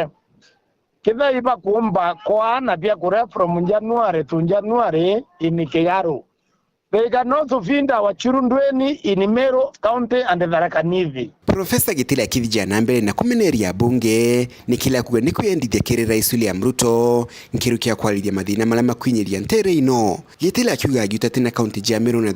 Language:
Meru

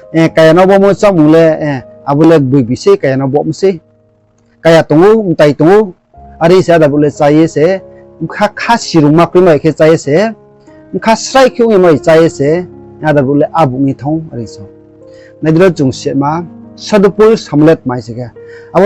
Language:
Riang (India)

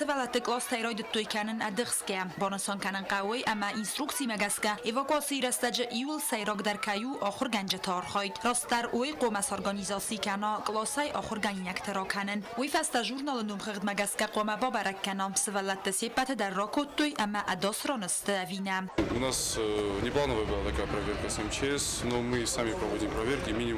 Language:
Ossetic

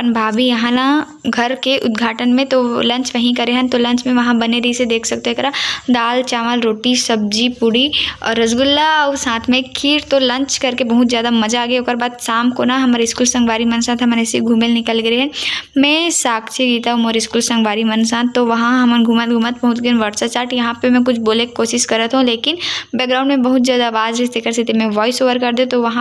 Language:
Chhattisgarhi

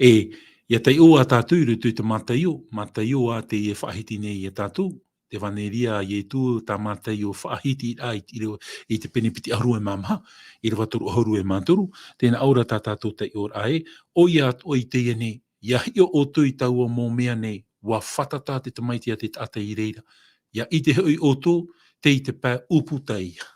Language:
Tahitian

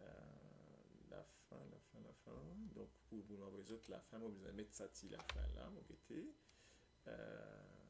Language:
Morisyen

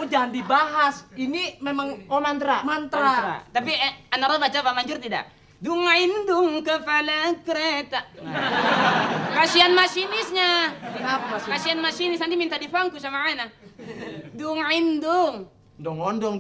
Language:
Betawi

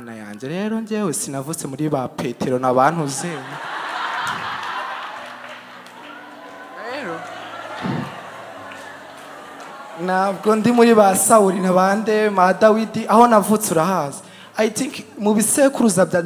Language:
Kinyarwanda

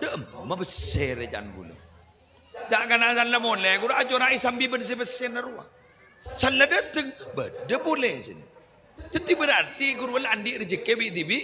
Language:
Madurese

